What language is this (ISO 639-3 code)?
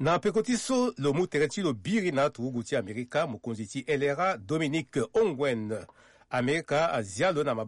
sag